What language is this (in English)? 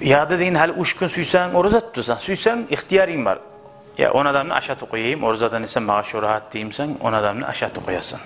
Kumyk